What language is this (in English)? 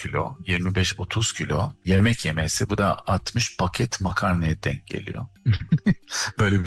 Turkish